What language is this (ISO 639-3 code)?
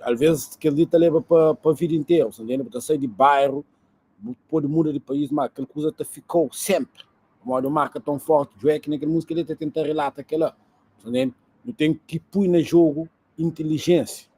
kea